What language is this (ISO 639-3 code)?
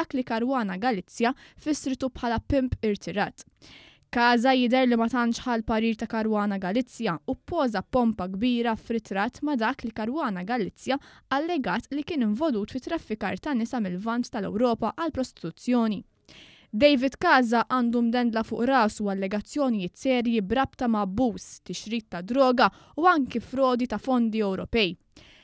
mlt